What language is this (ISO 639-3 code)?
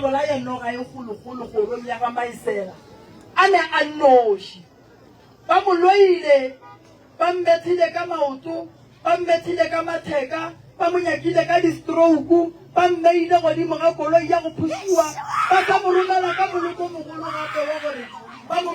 nso